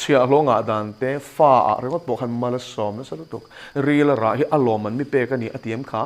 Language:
Mizo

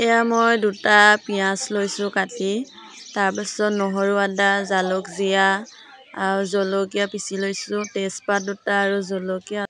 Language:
Assamese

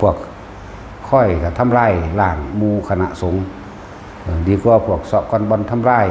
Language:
Northeastern Thai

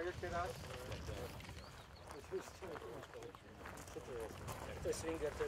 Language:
Slovak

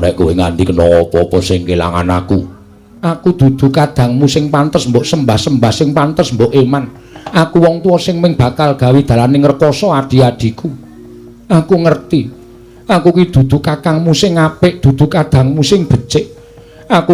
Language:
Javanese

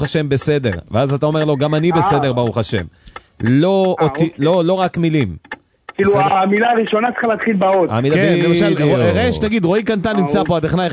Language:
Hebrew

